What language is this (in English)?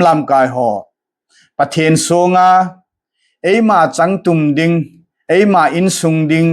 Thado Chin